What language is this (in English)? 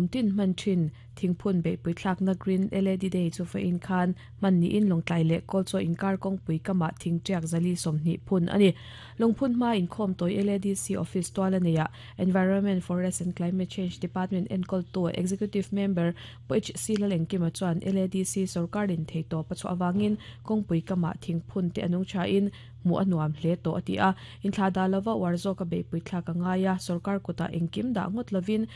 Mizo